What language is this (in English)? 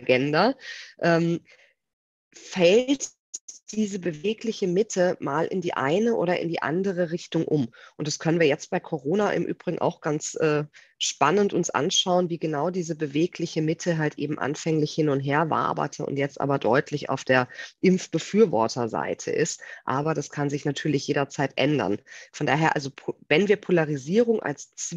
German